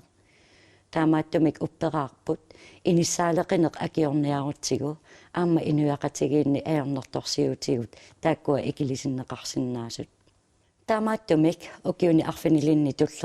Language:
Kalaallisut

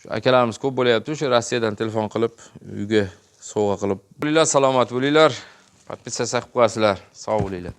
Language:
Uzbek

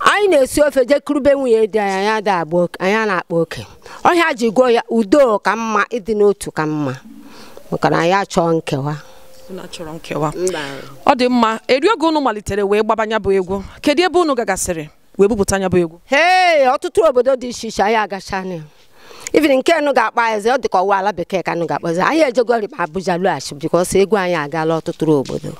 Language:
Igbo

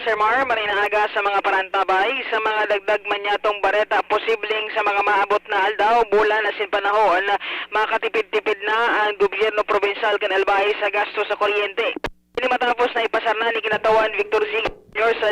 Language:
Bikol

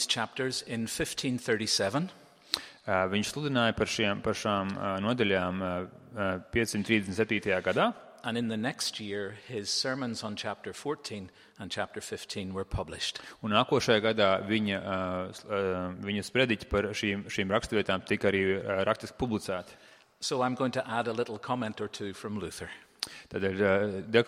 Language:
Latvian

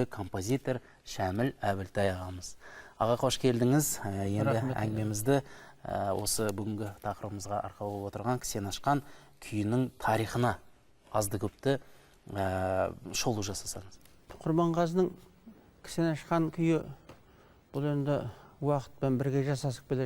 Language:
Kazakh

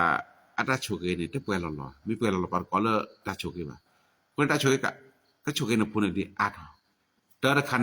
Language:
S'gaw Karen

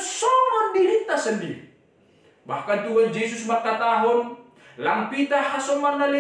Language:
Batak Simalungun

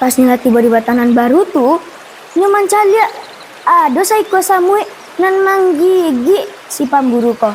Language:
Minangkabau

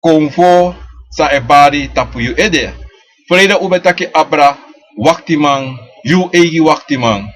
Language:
Sranan Tongo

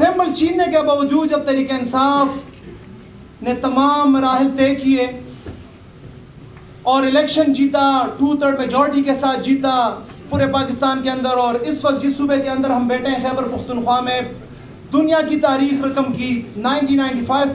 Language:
Urdu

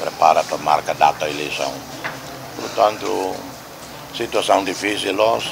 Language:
Tetum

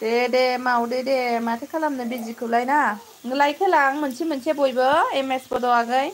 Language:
Bodo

